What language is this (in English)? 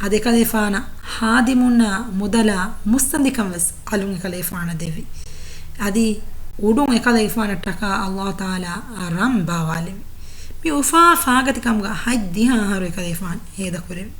Divehi